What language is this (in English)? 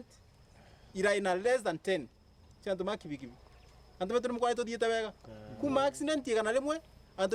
Meru